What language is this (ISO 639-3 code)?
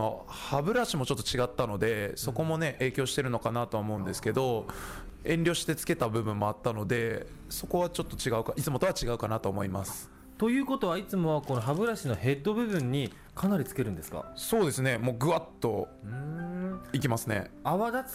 jpn